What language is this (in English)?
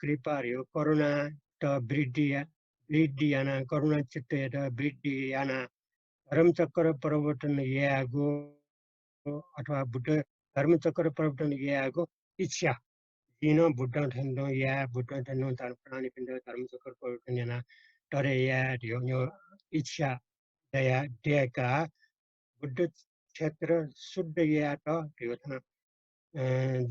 Newari